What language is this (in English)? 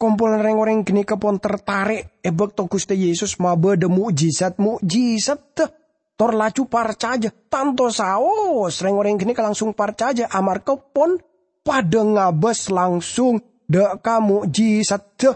Madurese